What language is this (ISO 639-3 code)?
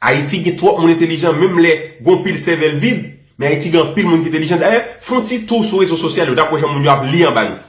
hat